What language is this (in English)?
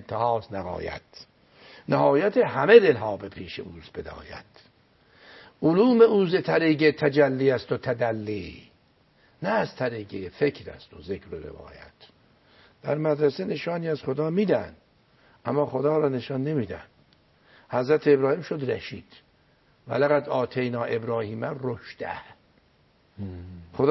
Persian